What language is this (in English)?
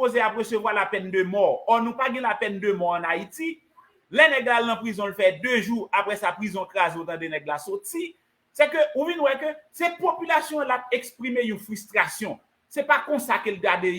Haitian Creole